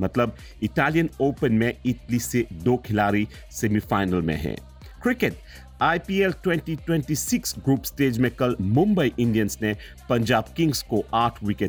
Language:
Hindi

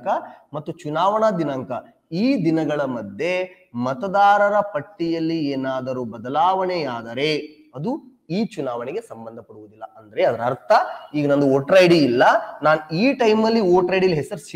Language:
Kannada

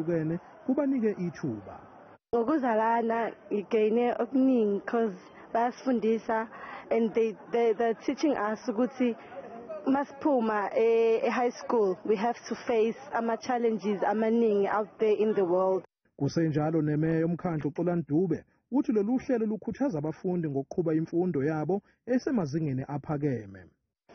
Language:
Zulu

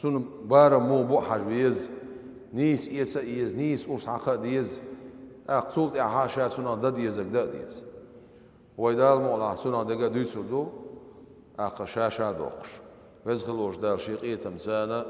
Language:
Chechen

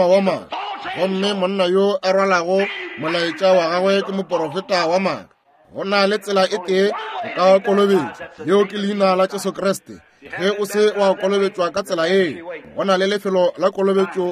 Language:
Northern Sotho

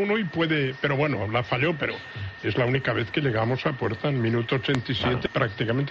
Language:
Spanish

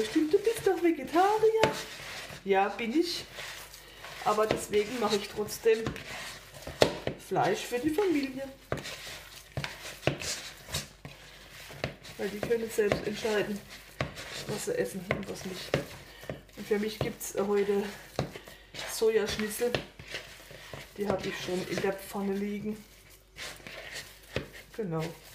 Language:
German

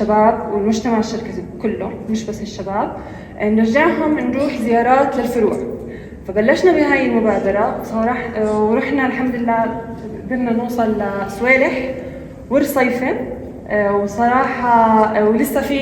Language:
North Levantine Arabic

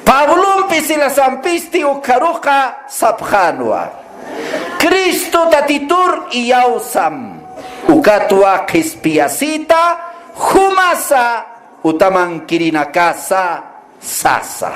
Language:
Aymara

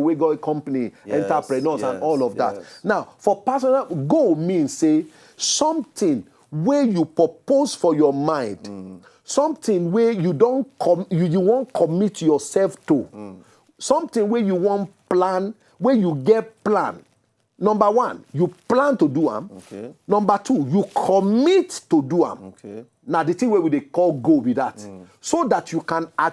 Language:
Nigerian Pidgin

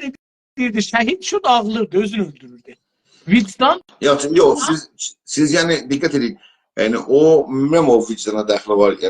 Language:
South Azerbaijani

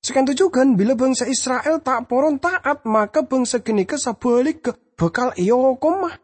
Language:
Madurese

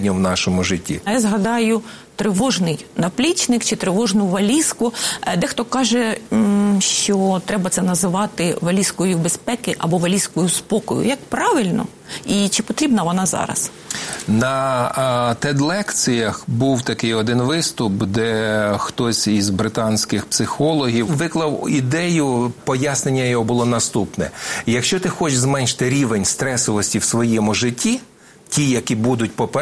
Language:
Ukrainian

